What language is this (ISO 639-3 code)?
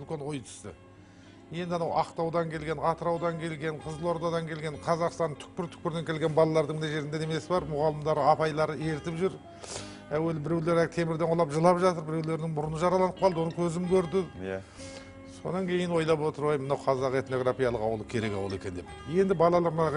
kaz